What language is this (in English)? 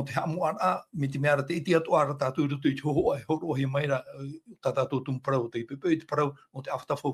Tahitian